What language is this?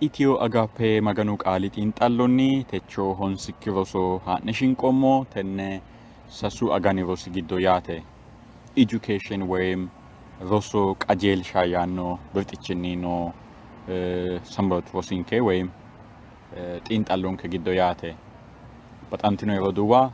Sidamo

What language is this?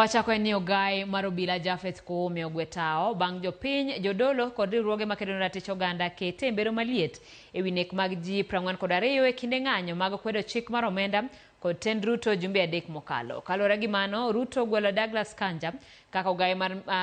Luo (Kenya and Tanzania)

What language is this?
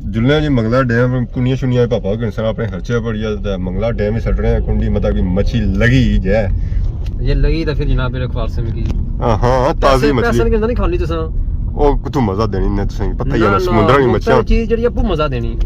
Pahari-Potwari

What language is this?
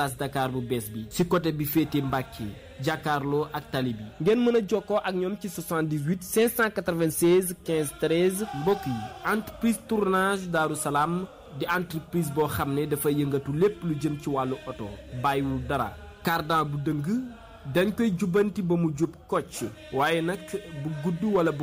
Wolof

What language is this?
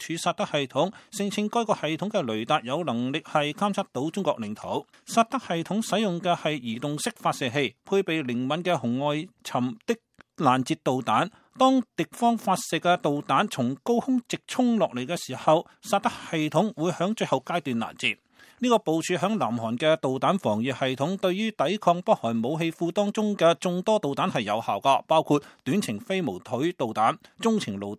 Cantonese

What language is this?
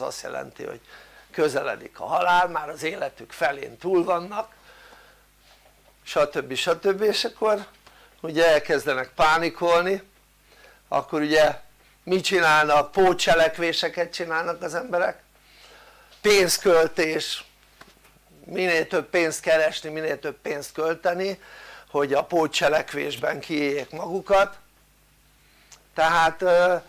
Hungarian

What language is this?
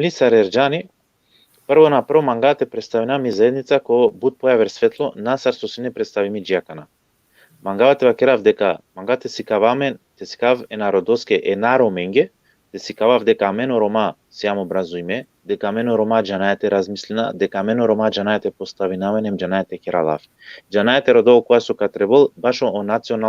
Balkan Romani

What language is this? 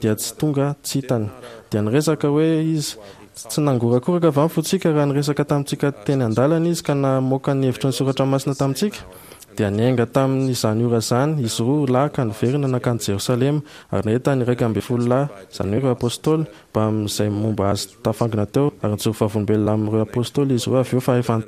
Malagasy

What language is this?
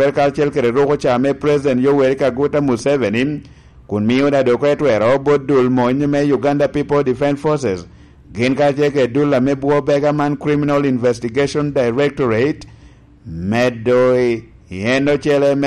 Lango (Uganda)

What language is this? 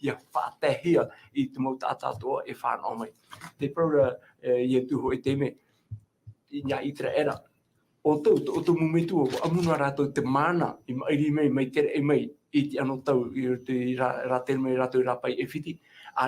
Tahitian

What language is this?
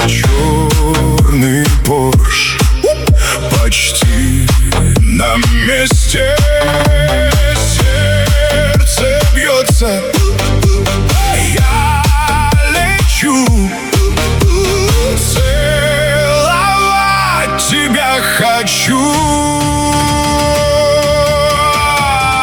Russian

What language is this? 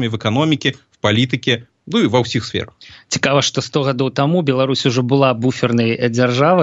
Belarusian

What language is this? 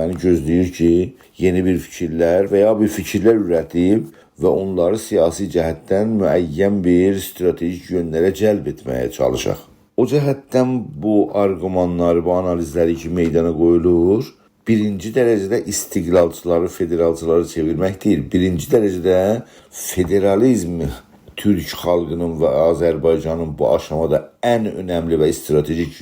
South Azerbaijani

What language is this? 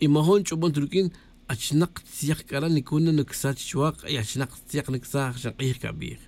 Tz'utujil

